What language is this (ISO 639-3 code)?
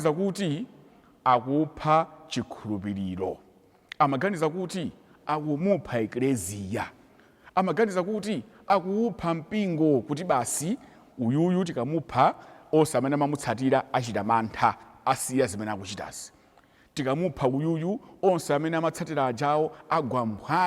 nya